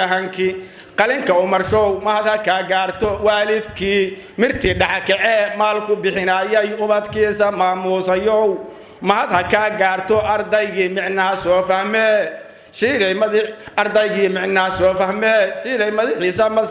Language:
Somali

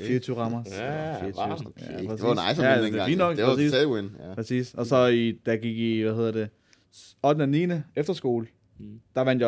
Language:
Danish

